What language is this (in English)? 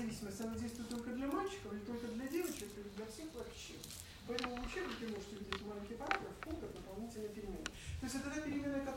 Russian